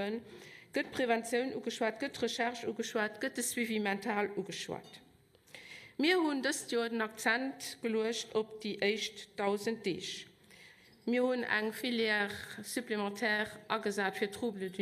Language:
Luxembourgish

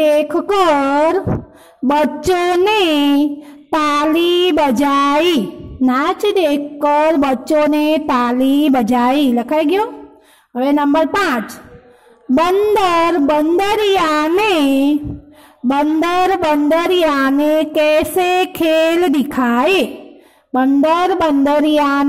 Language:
Gujarati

